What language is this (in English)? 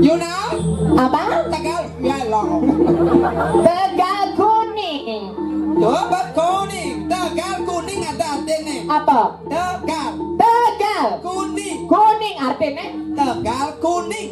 Balinese